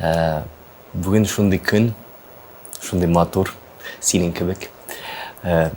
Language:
Tatar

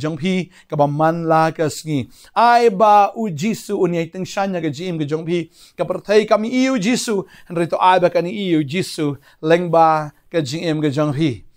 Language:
Khasi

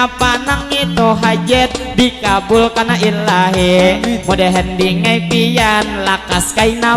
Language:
Banjar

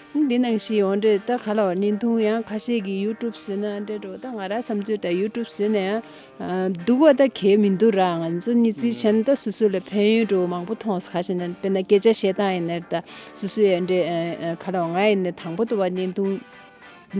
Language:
Tibetan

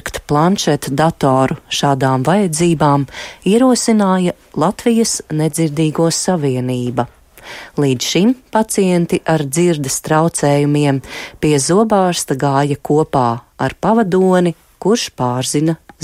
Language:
Latvian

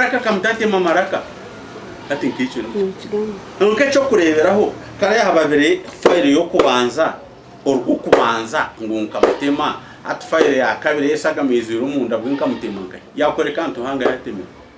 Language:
Nyankole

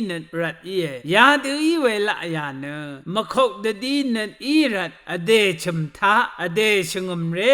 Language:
Rawang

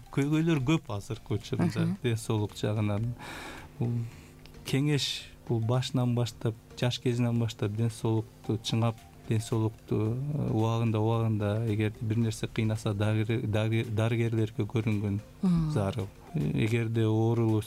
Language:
Kyrgyz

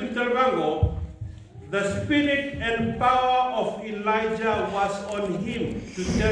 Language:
Fijian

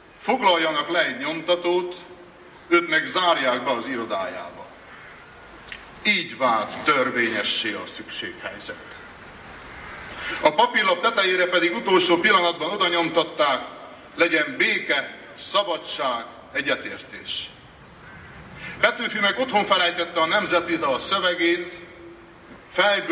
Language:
Hungarian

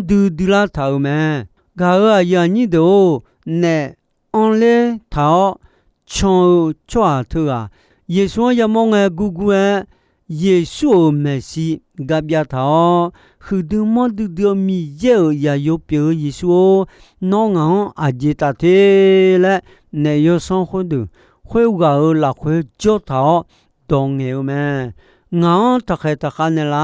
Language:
Akha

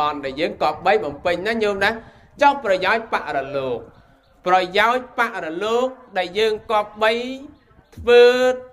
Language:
Khmer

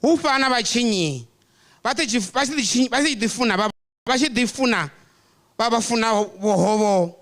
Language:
Venda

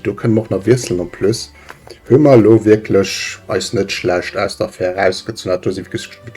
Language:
Luxembourgish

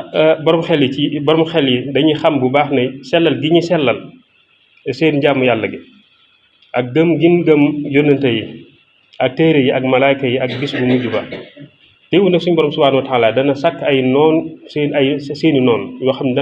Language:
Wolof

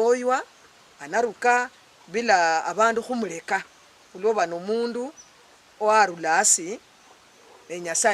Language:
Luyia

